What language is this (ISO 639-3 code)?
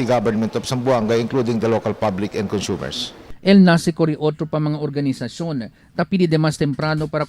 cbk